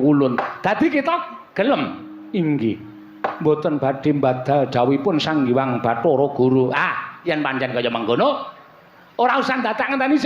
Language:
Javanese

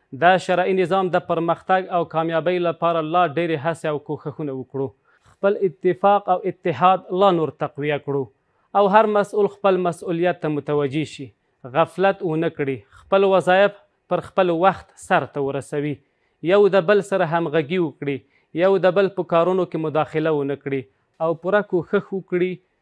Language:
Pashto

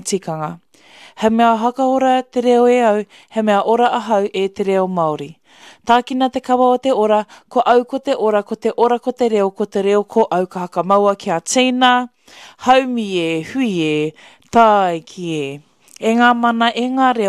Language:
Māori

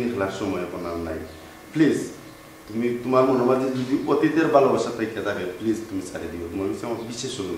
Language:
Sylheti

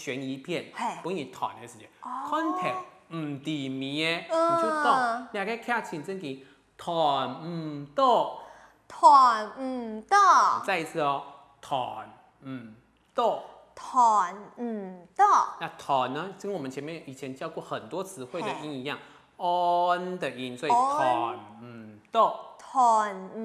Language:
Hakka Chinese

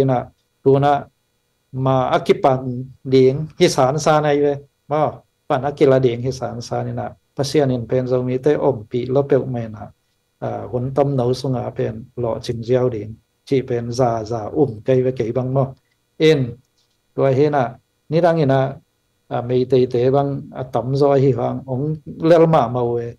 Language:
Tedim Chin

